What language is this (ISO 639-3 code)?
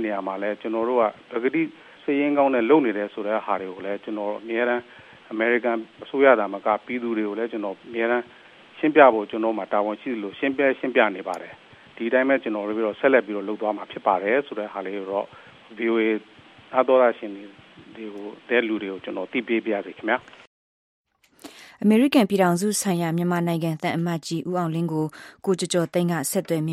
mya